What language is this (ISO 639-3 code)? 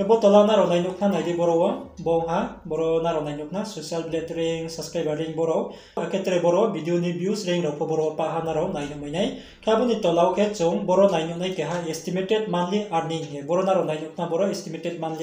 ria